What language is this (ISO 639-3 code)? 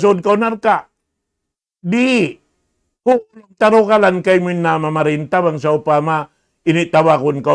tsg